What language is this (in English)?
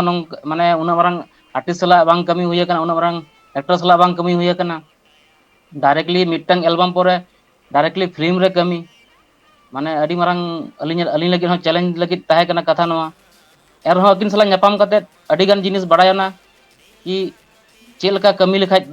Santali